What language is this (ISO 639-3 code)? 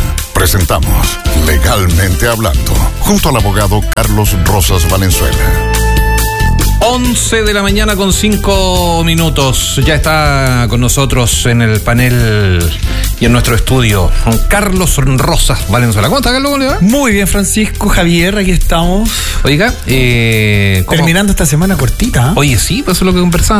spa